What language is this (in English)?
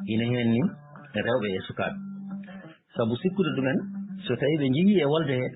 Fula